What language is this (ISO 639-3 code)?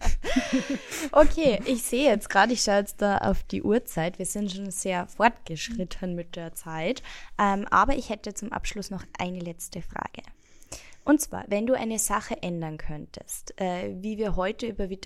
deu